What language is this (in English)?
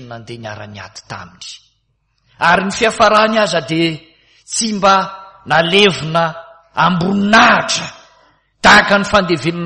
Malagasy